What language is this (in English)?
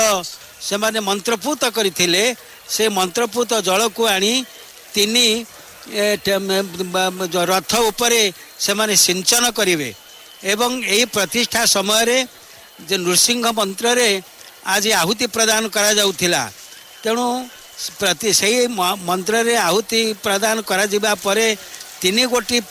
Odia